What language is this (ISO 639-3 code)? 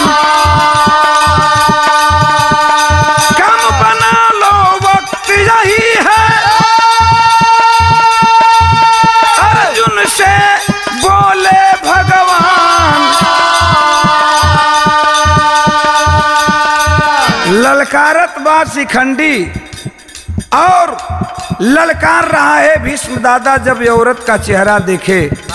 bho